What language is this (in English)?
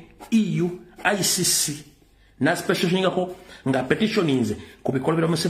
Ganda